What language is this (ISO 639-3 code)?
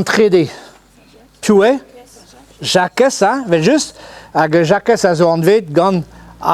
bre